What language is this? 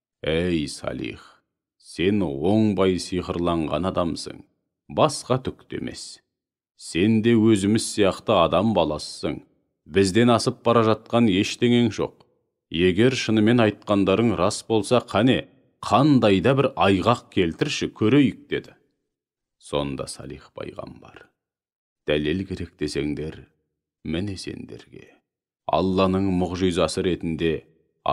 Kazakh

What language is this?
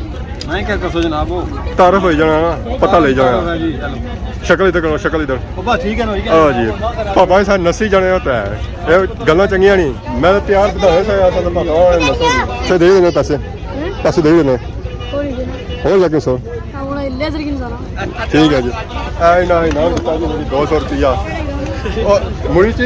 Pahari-Potwari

